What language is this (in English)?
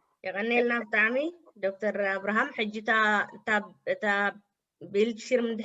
Tigrinya